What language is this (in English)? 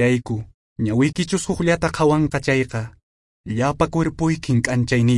Quechua